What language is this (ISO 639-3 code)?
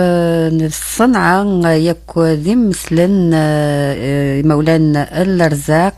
kab